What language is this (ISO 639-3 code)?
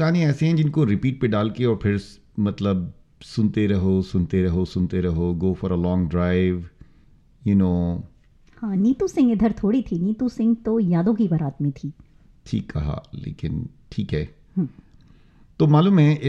hin